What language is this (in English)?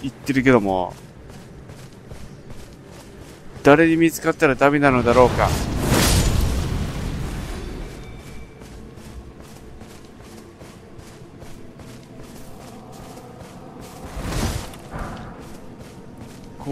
Japanese